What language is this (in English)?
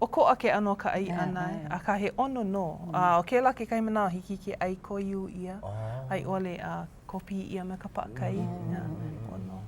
Hawaiian